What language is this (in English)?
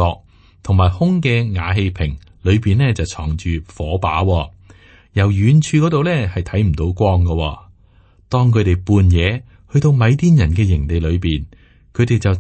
Cantonese